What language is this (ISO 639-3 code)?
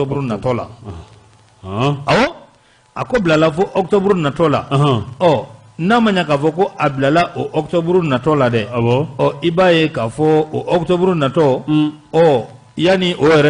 bam